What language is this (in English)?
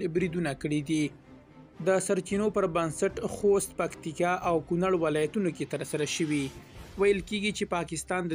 Pashto